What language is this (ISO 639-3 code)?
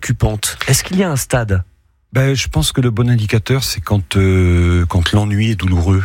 fra